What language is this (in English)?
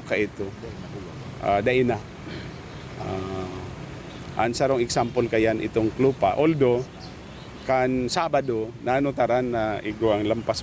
Bikol